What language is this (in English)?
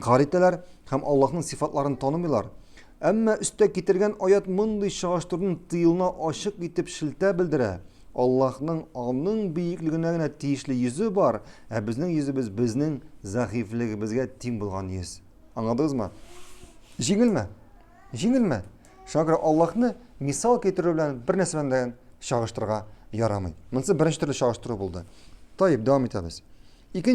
Tatar